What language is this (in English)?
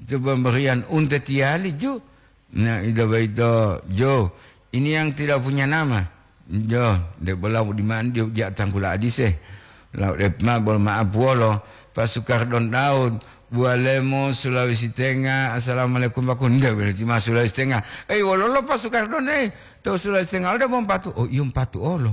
Gorontalo